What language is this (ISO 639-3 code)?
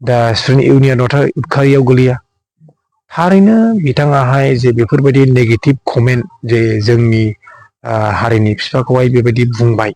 brx